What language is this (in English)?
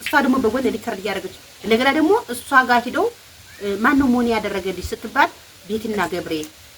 Amharic